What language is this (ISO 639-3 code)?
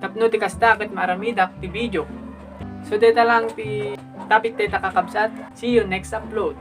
ilo